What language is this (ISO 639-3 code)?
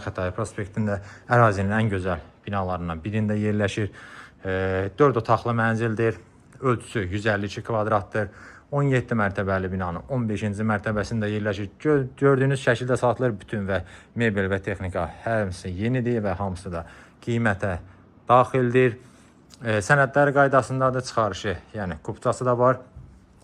aze